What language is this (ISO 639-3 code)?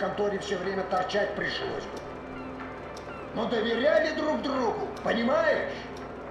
rus